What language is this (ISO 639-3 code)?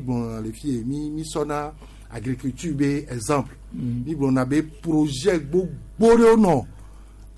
gej